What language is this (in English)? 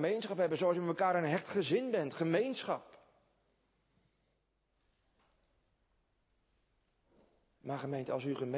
Dutch